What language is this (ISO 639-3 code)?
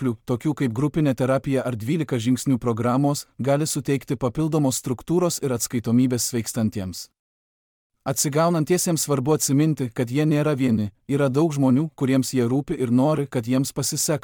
lit